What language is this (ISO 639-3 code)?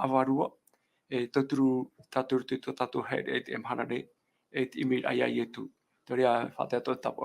tah